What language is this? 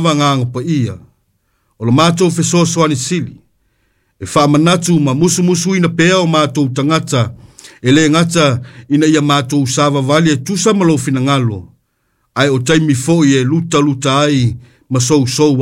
Samoan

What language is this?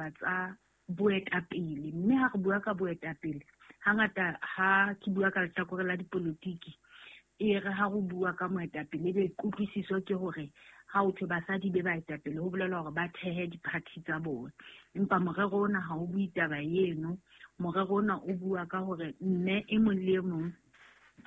Southern Sotho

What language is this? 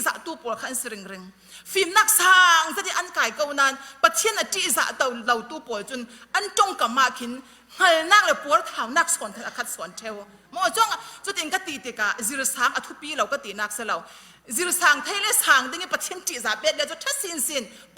Falam Chin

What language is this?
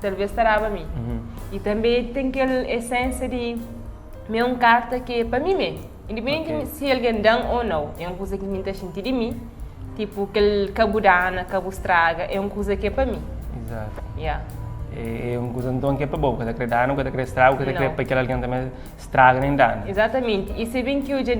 Kabuverdianu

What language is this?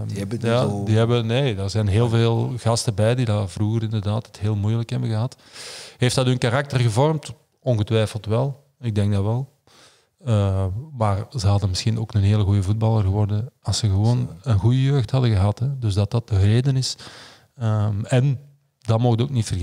Dutch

